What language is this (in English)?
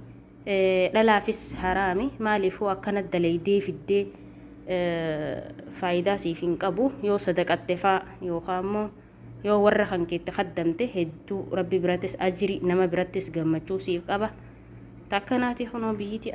Oromo